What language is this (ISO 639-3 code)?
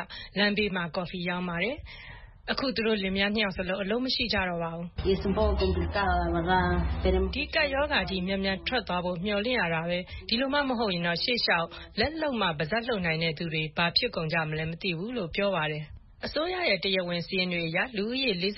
mya